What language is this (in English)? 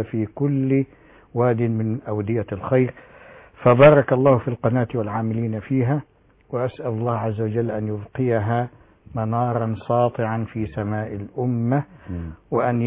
Arabic